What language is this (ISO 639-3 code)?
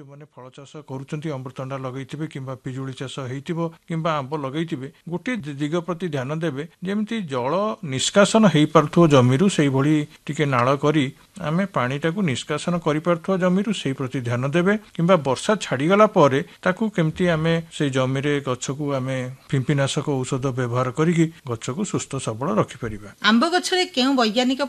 ori